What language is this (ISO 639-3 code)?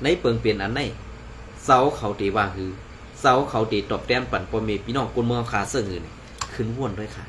shn